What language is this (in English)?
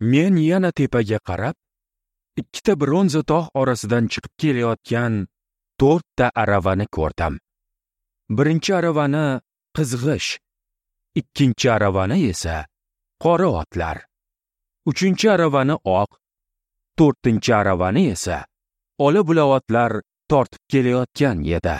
Uzbek